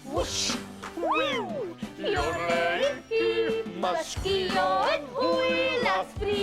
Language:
Welsh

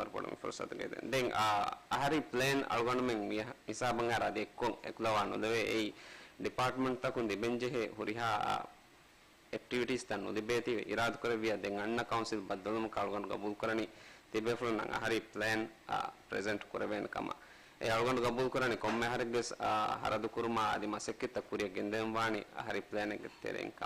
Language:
Divehi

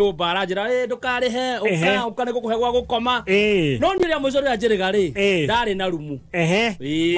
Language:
Kikuyu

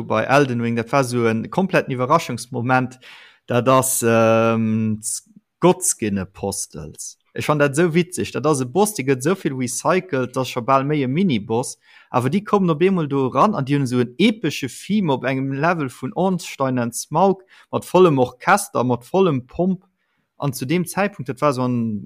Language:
Luxembourgish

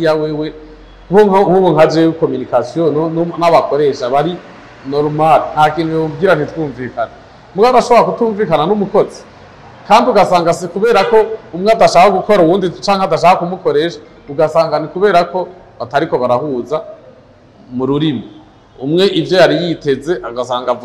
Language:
Rundi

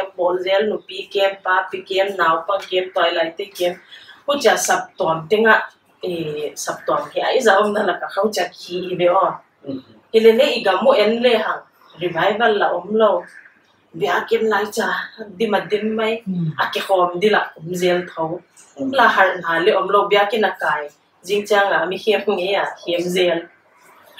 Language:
Paite Chin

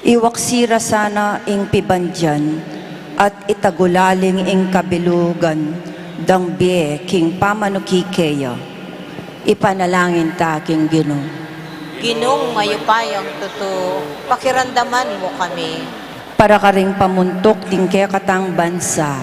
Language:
Pampanga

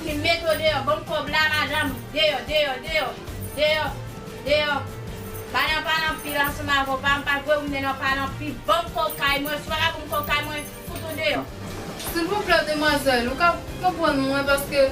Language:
Haitian Creole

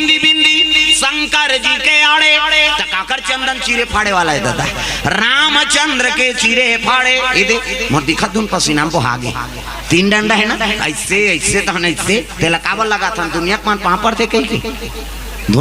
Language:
Chhattisgarhi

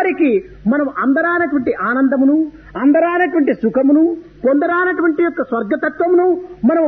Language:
Telugu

